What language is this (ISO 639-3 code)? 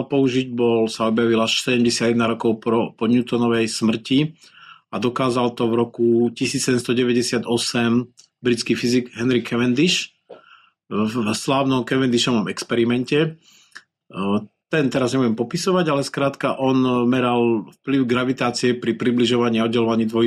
slk